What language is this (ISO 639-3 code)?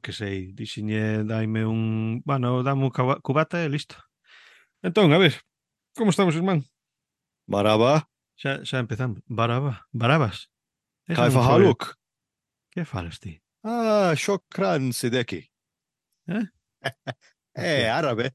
glg